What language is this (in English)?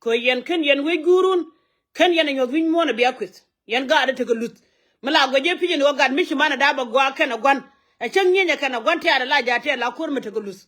Nuer